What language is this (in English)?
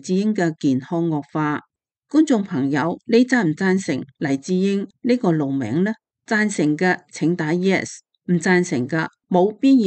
Cantonese